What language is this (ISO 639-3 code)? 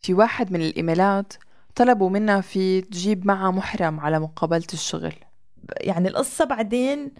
apc